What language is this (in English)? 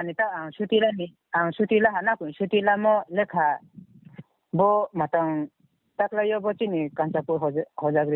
Riang (India)